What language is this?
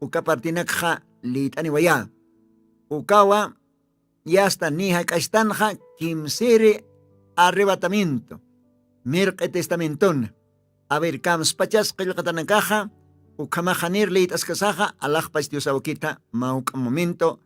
Aymara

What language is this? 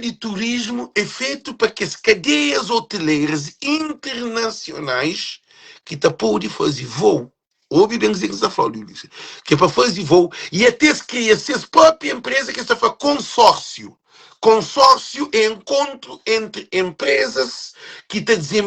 Kabuverdianu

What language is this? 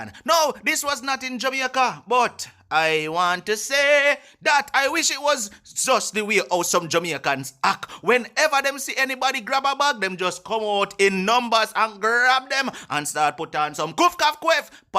Jamaican Creole English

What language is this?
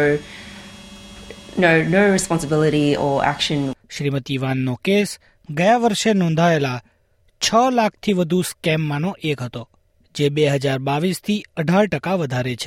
Gujarati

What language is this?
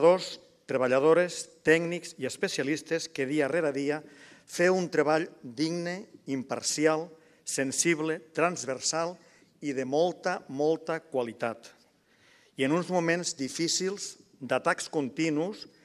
Catalan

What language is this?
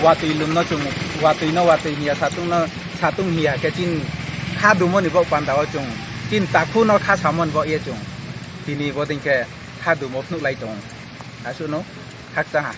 Kok Borok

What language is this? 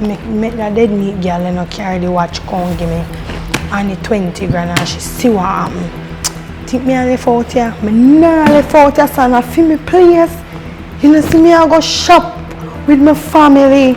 Jamaican Creole English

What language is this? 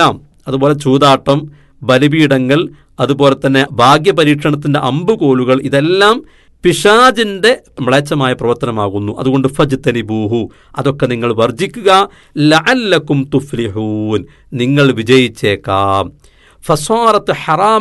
Malayalam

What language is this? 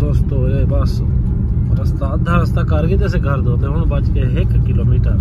Saraiki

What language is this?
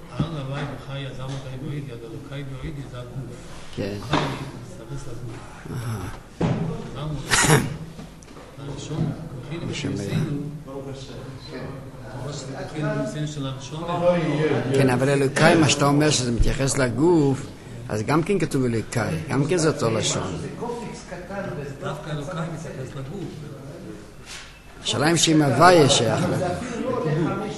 Hebrew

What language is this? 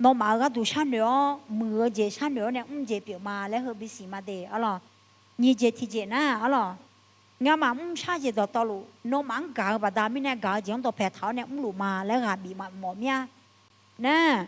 Akha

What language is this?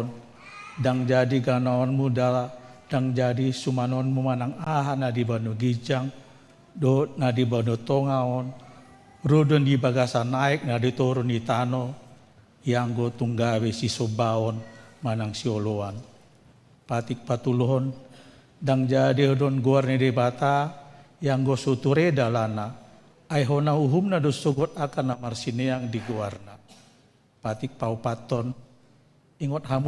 Batak Toba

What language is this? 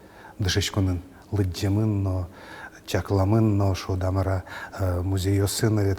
Udmurt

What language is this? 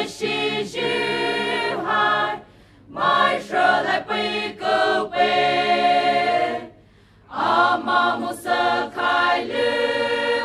Poumei Naga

